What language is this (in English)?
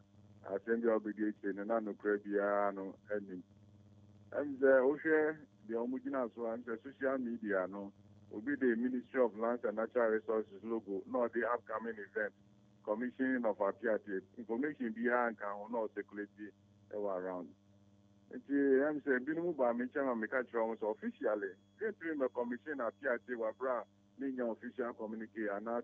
Akan